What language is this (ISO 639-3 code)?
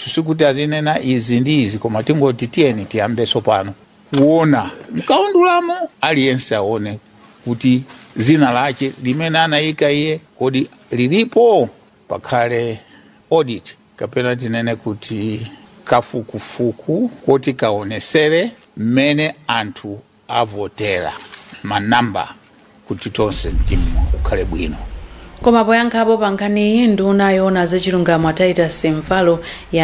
nya